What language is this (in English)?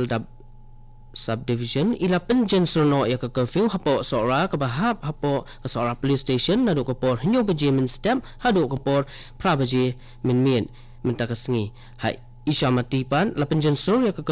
Khasi